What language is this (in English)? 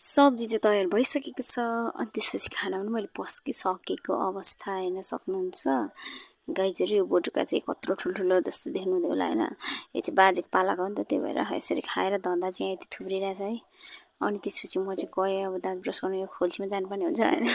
Nepali